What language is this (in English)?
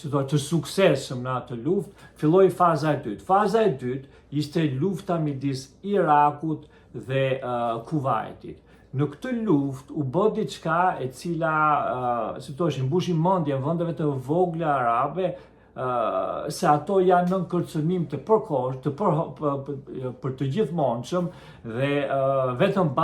Albanian